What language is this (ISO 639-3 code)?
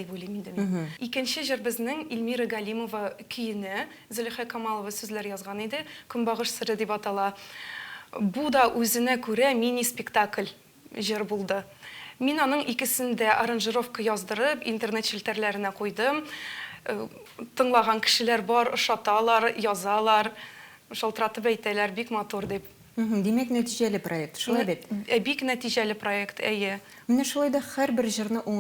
tat